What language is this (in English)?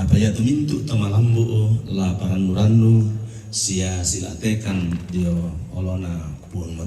Toraja-Sa'dan